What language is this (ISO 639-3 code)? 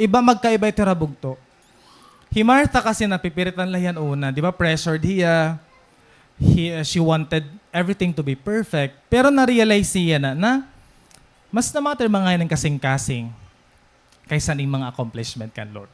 war